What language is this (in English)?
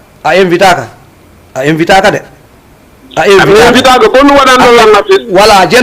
Fula